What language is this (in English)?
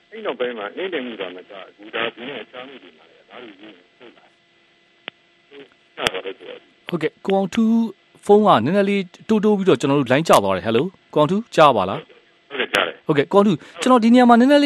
Burmese